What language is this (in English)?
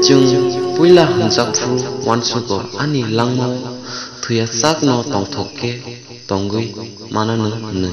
Kok Borok